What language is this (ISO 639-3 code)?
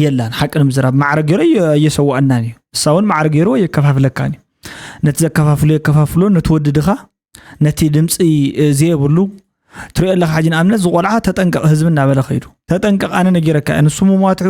tir